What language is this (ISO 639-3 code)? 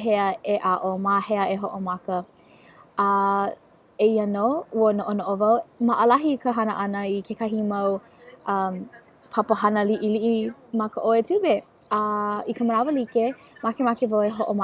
haw